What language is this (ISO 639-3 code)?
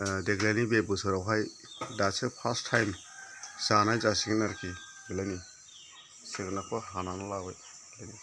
brx